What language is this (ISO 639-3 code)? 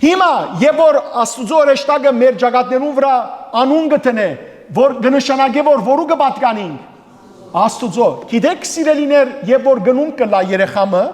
hyw